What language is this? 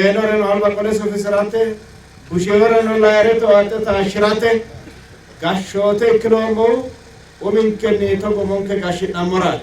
Sidamo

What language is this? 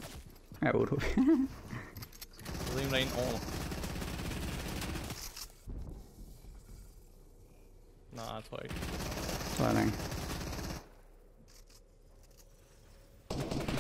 Danish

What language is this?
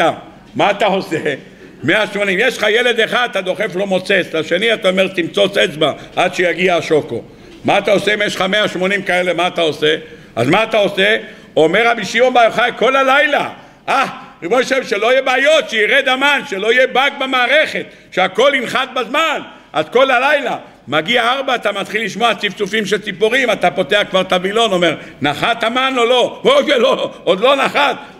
Hebrew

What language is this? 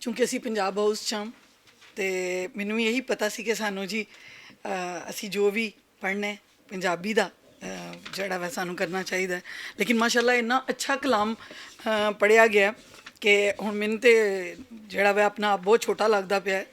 Western Panjabi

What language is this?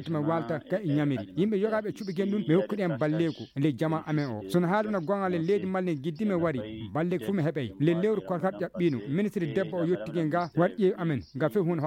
Fula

